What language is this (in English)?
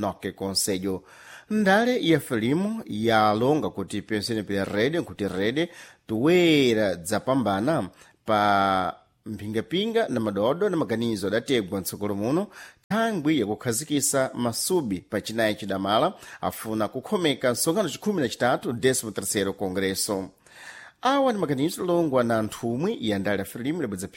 Sena